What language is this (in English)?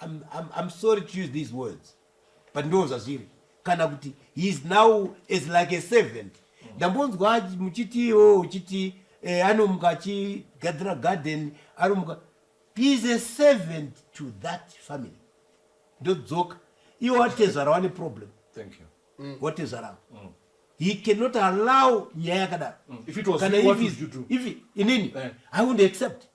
Shona